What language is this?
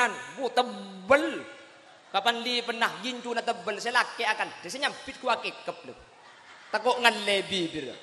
Madurese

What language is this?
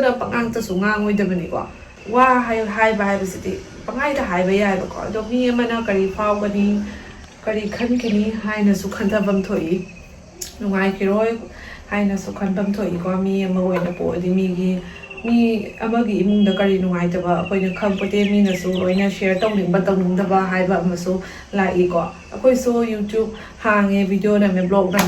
Manipuri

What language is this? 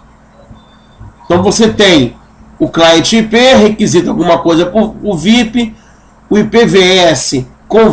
Portuguese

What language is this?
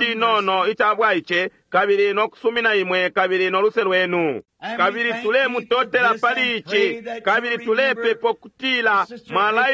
Bemba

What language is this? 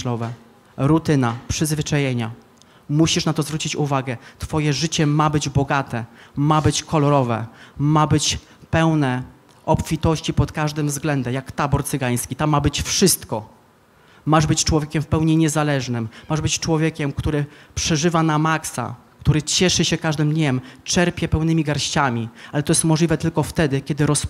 Polish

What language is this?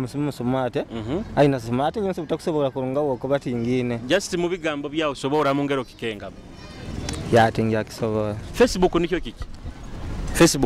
Nyoro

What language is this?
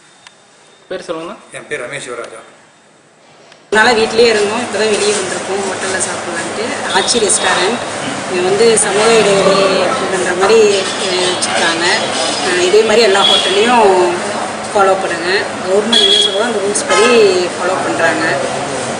Tamil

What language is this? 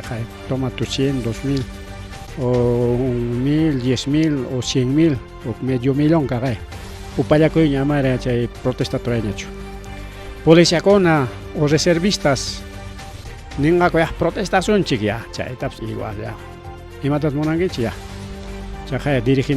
Ayacucho Quechua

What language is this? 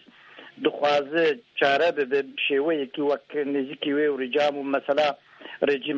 Kurdish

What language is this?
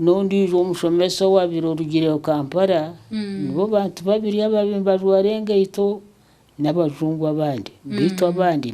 Nyankole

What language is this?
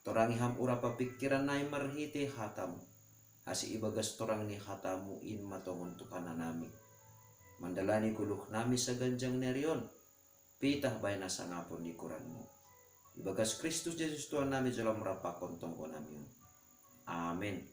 Batak Simalungun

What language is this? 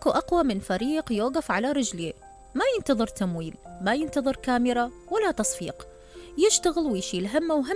Mesopotamian Arabic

